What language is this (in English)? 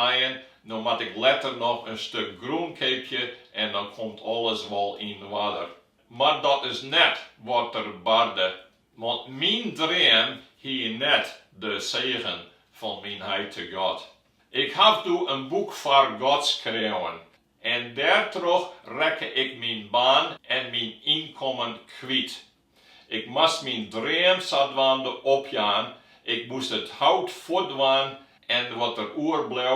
Western Frisian